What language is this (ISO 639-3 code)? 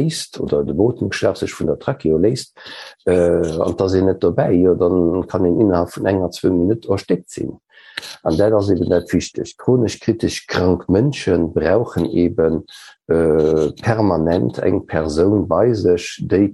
ltz